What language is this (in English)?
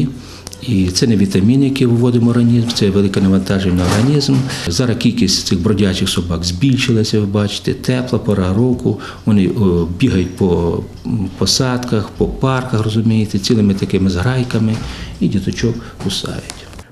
Ukrainian